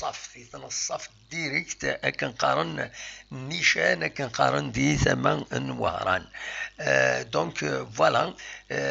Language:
Kabyle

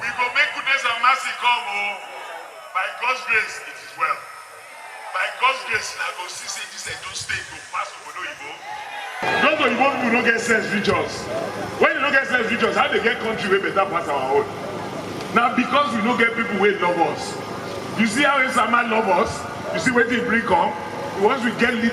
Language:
Nigerian Pidgin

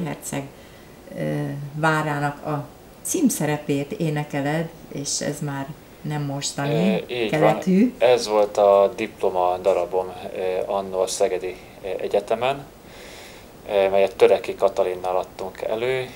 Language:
Hungarian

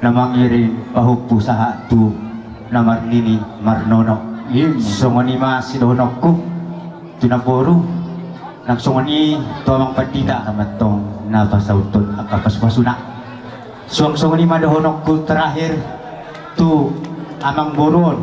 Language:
Batak Toba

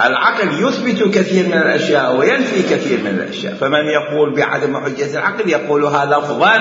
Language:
Mesopotamian Arabic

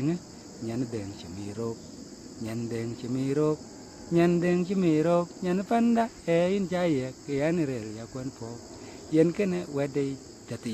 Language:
Dinka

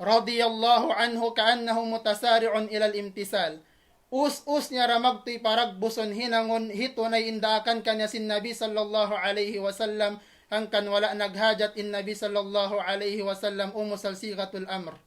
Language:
Tausug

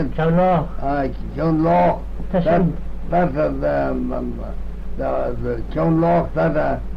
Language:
Manx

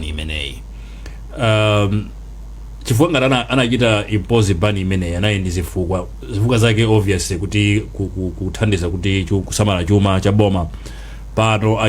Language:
Nyanja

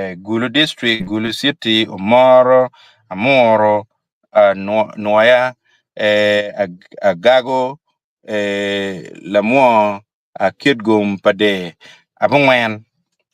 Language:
Acoli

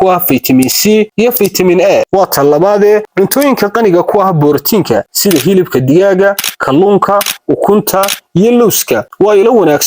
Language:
Somali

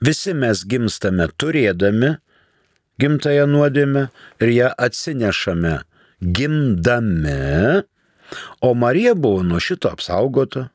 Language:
Lithuanian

